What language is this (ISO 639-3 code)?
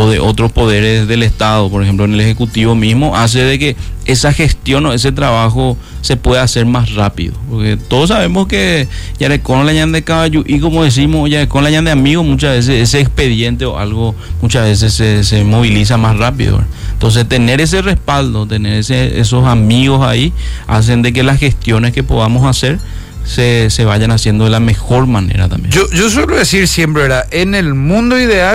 spa